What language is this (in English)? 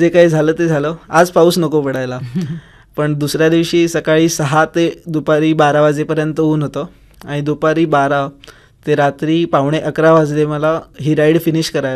Marathi